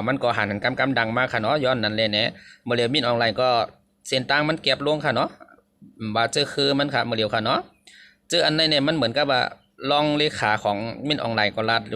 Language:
Shan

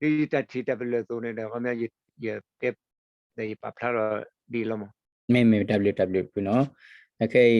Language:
S'gaw Karen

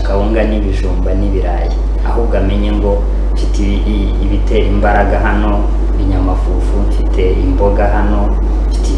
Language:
Kinyarwanda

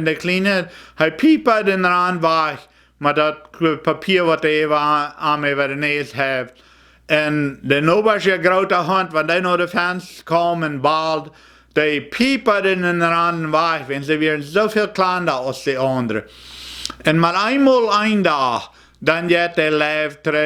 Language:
Plautdietsch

